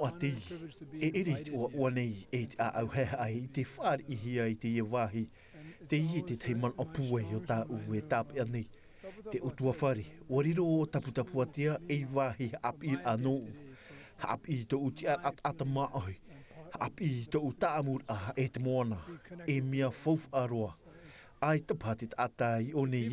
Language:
Tahitian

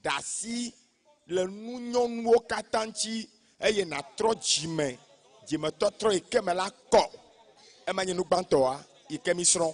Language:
Ewe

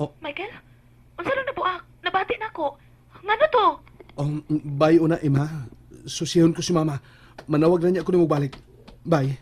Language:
Cebuano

